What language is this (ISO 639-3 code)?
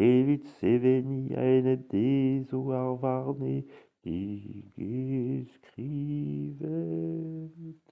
bre